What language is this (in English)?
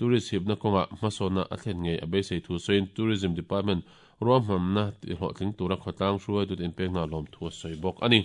Mizo